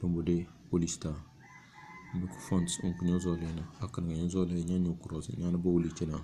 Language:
Tem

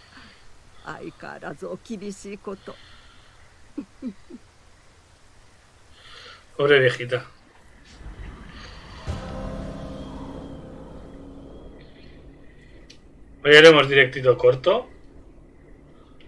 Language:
Spanish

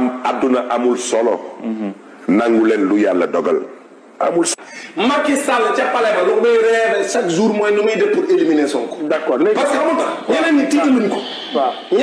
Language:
Wolof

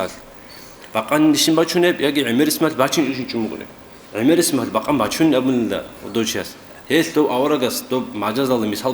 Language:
Avaric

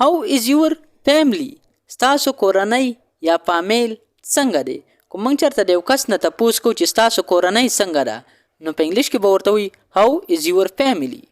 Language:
Pashto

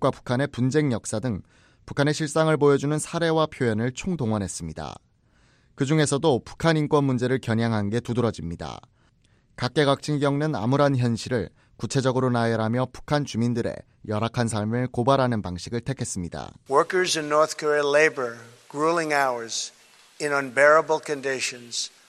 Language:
Korean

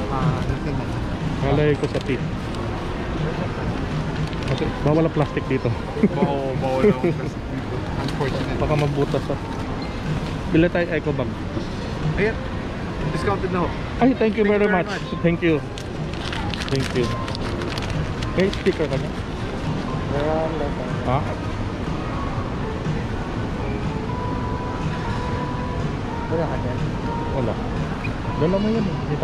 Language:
Filipino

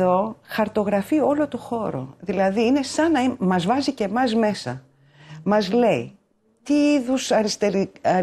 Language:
Greek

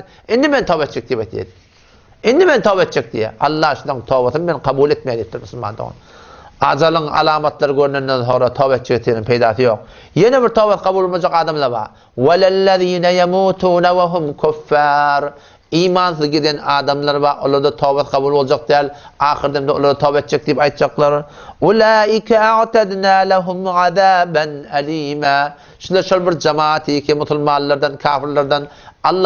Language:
Turkmen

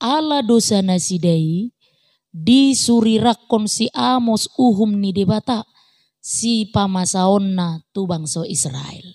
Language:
Batak Toba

